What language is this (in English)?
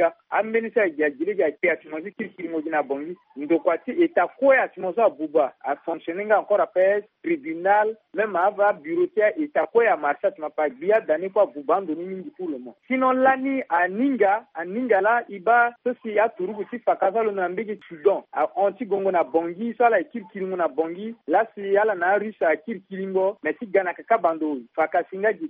Sango